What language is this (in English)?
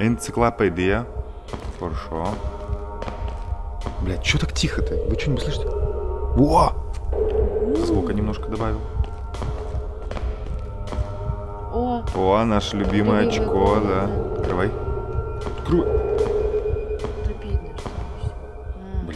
Russian